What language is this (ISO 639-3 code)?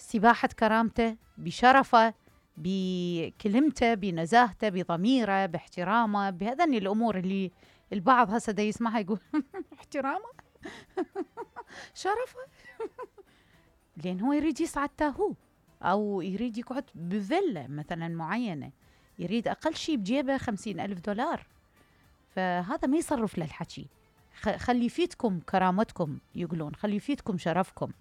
acm